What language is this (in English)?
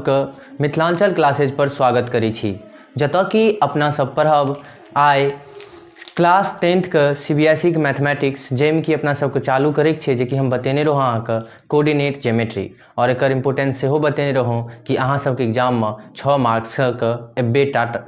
Maithili